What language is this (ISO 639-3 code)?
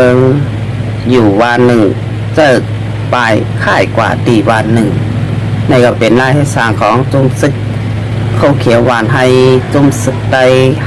shn